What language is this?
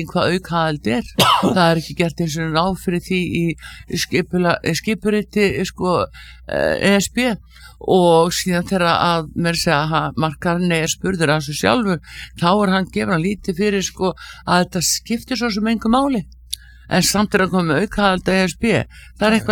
Icelandic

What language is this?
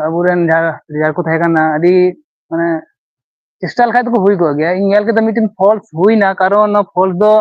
Santali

